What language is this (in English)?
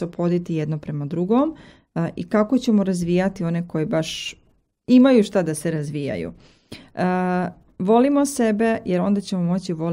Serbian